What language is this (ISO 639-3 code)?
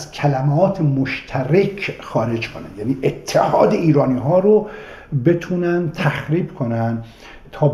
fas